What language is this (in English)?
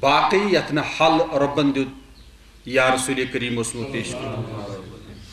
Kashmiri